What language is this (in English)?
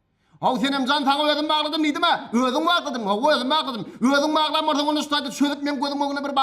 Turkmen